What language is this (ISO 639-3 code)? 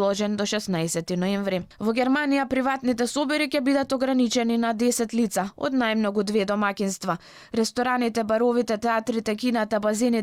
mkd